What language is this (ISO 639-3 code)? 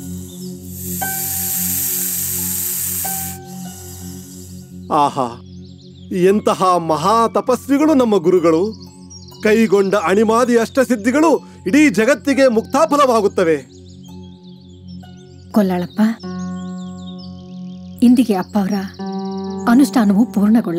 kan